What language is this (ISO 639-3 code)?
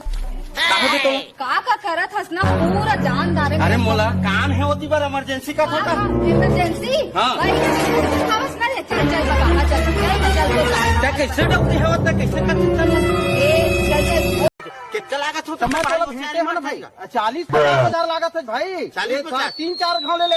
hne